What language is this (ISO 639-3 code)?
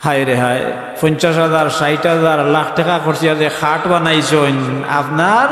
syl